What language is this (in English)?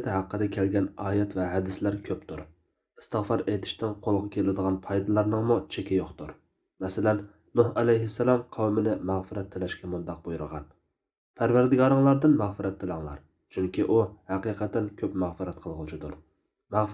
Uyghur